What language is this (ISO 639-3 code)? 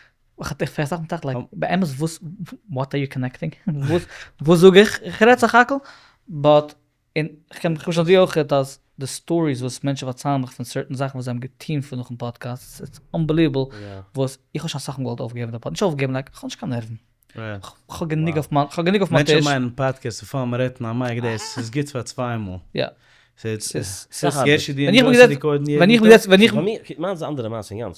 yid